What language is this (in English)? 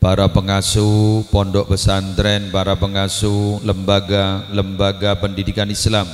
Madurese